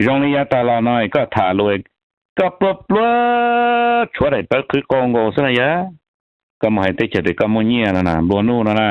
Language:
Hmong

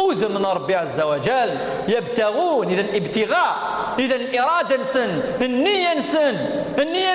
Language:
Kabyle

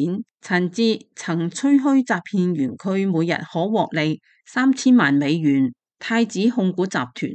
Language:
Cantonese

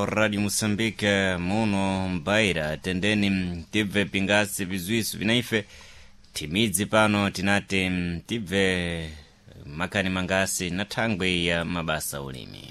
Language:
Sena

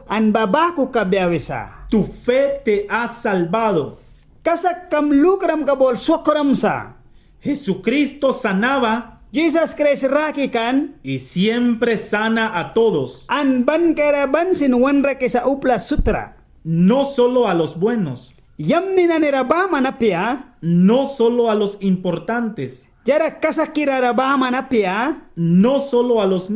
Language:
Mískito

